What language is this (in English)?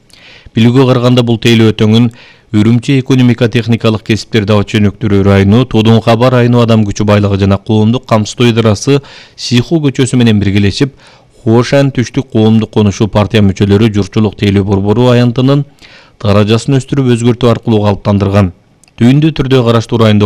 Kyrgyz